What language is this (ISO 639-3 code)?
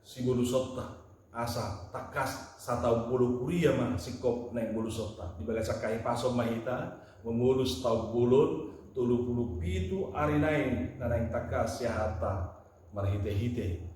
bbc